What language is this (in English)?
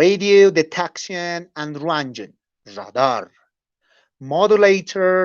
Aymara